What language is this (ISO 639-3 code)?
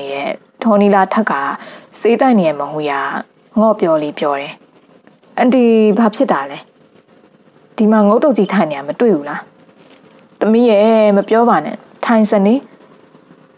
mya